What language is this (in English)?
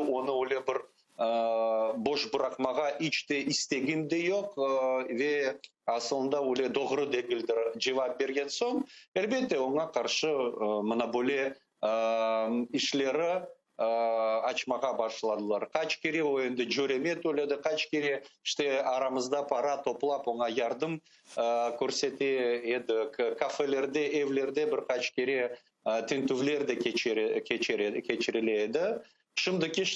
Crimean Tatar